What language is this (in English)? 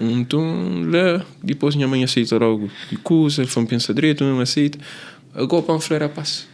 Kabuverdianu